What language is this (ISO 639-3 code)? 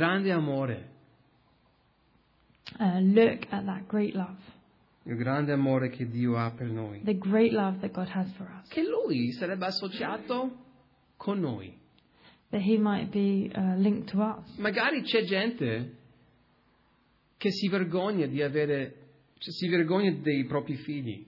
ita